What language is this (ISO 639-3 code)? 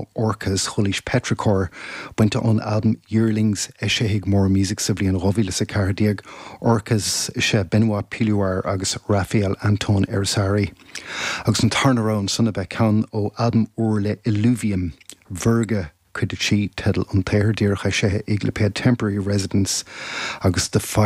gle